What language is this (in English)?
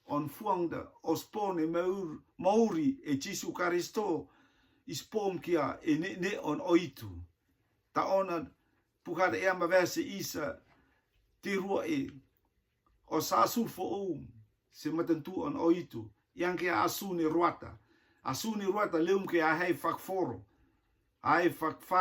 Rotuman